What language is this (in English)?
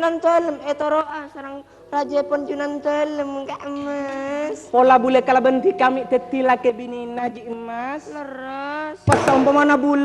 Madurese